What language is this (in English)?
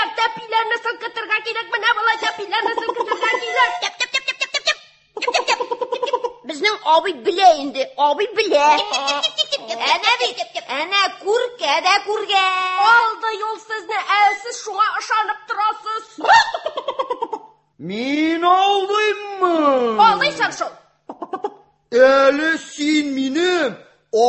Tatar